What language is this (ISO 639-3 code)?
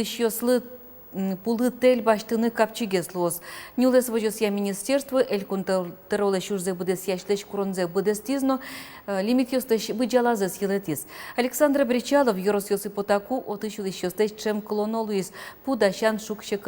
udm